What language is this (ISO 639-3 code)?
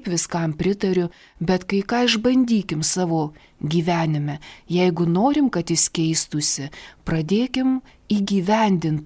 lit